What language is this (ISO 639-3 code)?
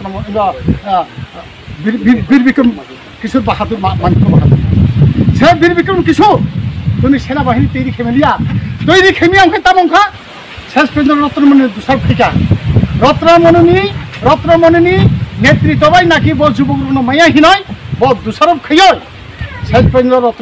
ria